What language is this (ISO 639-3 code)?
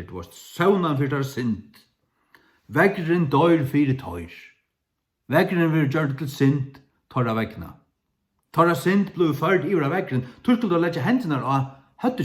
fao